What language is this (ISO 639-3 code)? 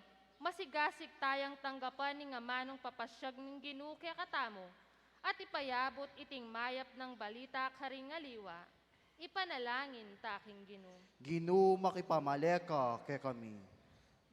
pam